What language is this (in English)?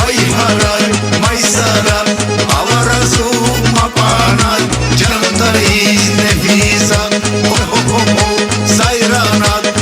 Tabassaran